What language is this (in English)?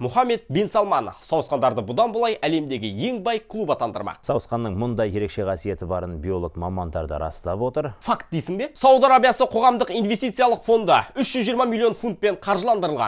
Kazakh